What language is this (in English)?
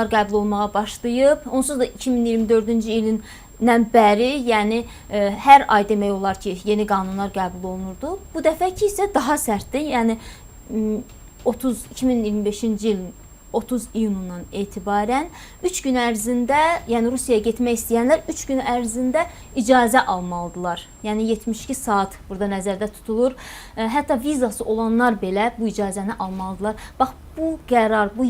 Azerbaijani